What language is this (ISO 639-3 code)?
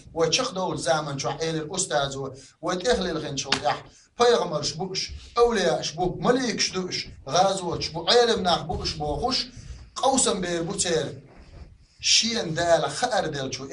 che